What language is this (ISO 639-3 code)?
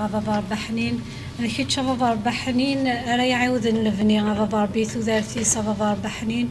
kab